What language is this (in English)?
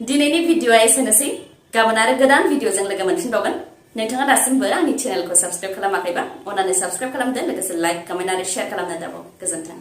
Bodo